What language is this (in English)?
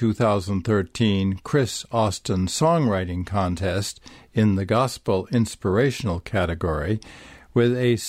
English